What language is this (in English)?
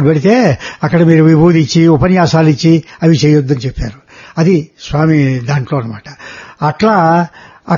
Telugu